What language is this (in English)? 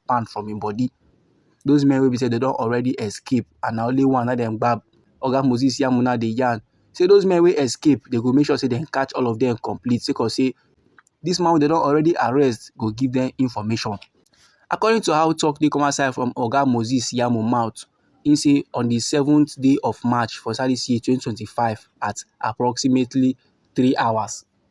Nigerian Pidgin